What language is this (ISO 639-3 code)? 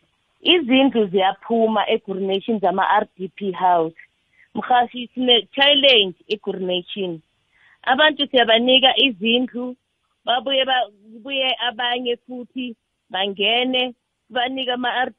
nbl